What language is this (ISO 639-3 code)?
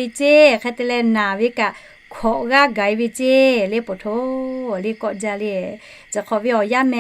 lhu